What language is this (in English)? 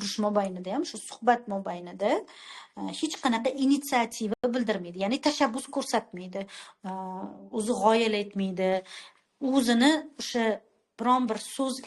Uzbek